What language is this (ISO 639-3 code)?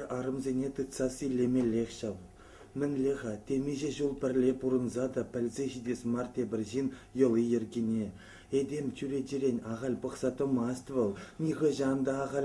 chv